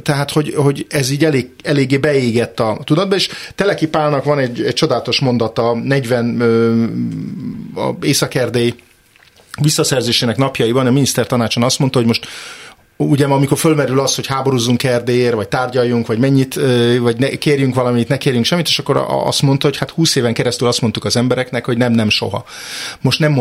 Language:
Hungarian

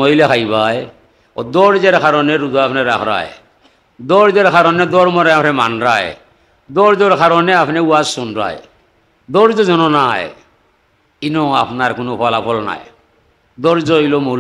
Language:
Sylheti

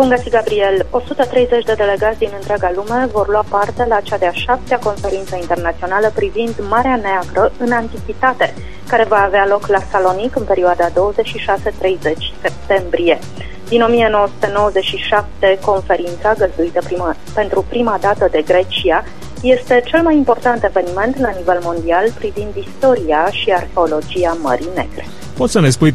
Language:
Romanian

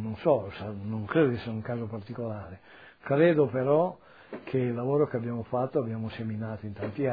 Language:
Italian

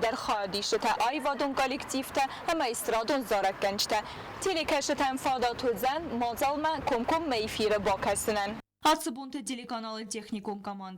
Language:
Ossetic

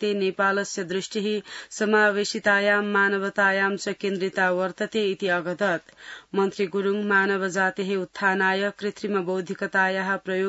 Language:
Sanskrit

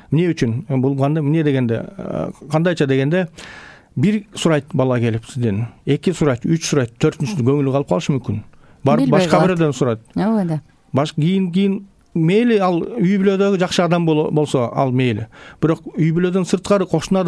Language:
Kyrgyz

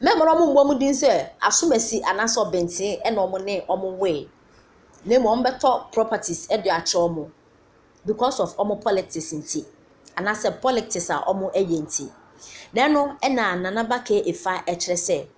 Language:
Akan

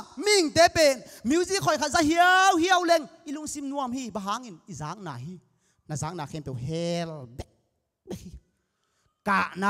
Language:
Tedim Chin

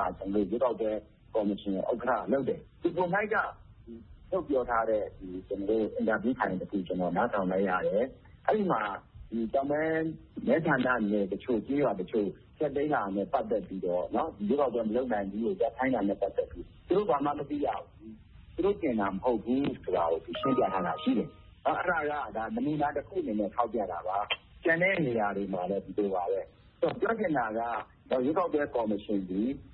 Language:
Burmese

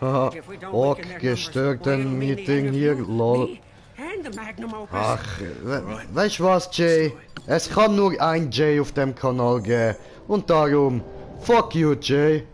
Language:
Swiss German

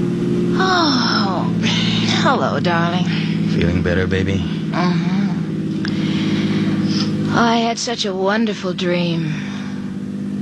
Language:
English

